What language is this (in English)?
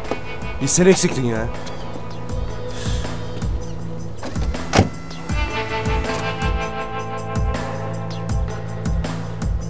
Turkish